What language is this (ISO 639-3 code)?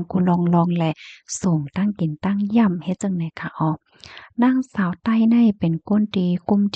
shn